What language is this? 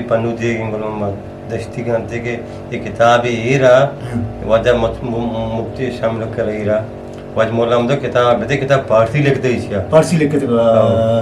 Eastern Balochi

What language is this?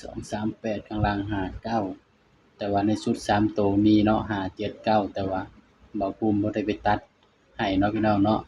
Northeastern Thai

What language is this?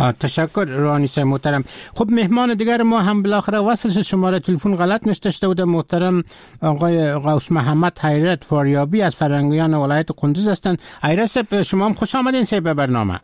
Persian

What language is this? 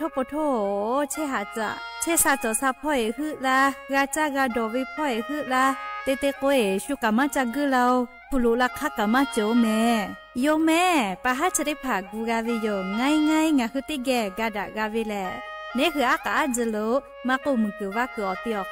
Lahu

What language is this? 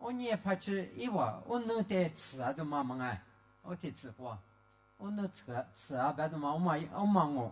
Lisu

